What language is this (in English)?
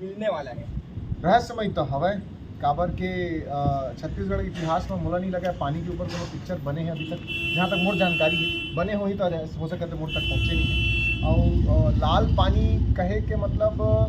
Chhattisgarhi